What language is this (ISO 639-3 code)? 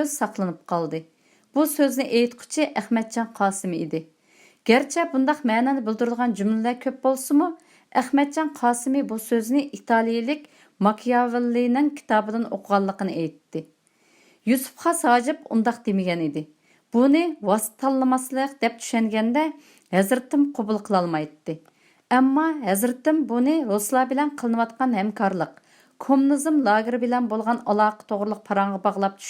uig